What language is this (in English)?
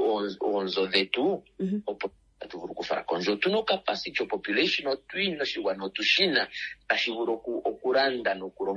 Kuanyama